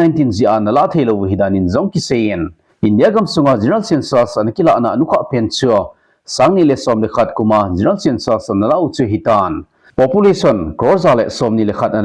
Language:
Thado Chin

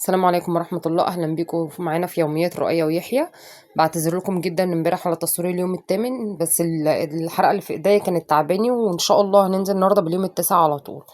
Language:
Egyptian Arabic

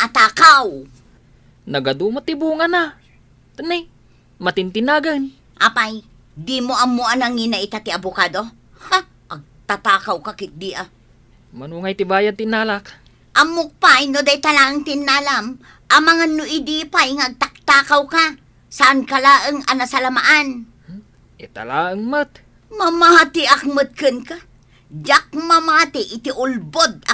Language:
Iloko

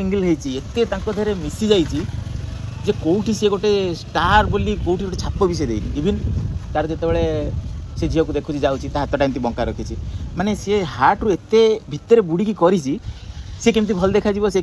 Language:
Odia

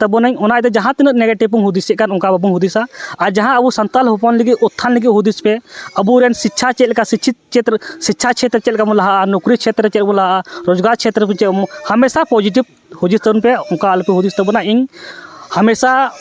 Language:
Santali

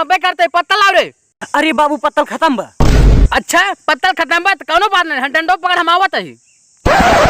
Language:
Awadhi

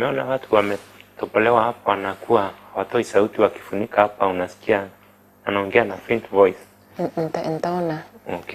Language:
Meru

